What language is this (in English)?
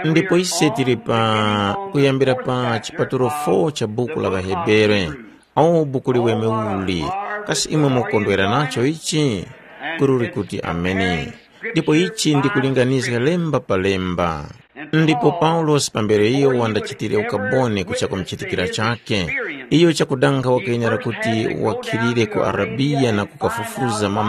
Tumbuka